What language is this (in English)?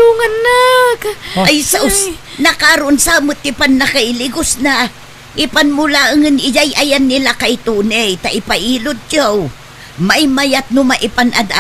Iloko